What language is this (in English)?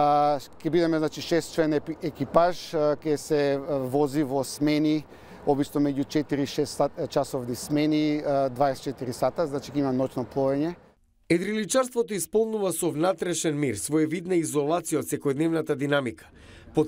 Macedonian